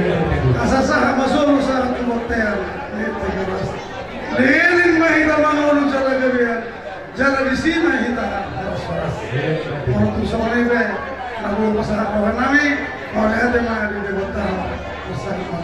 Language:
Batak Toba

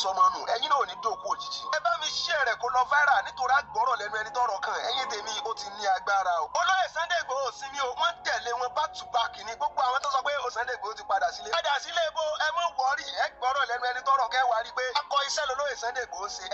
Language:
Yoruba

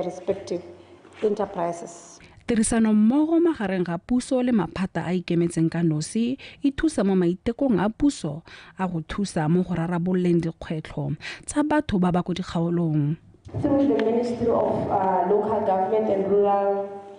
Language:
Tswana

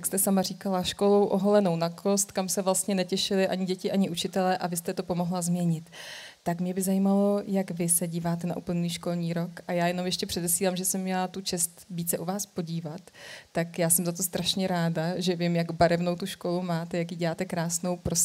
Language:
Czech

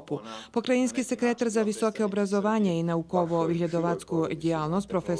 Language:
Rusyn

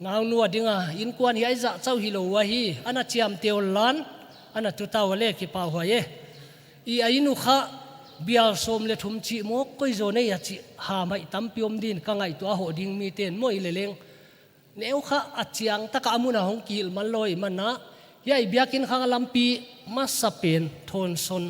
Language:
Paite Chin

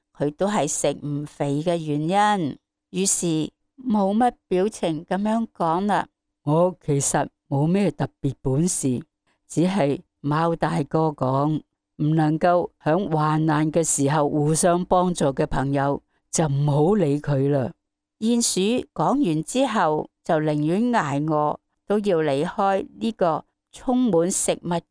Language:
Cantonese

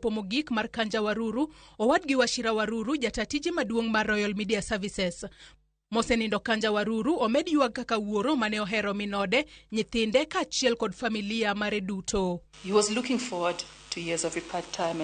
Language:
Luo (Kenya and Tanzania)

